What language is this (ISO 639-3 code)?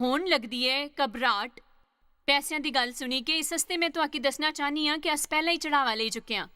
doi